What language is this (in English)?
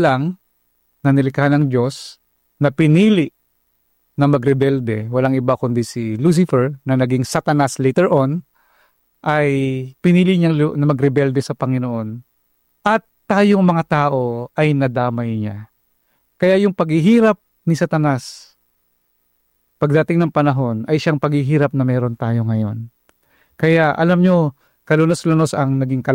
Filipino